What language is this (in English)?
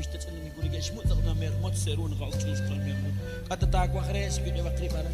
Kekchí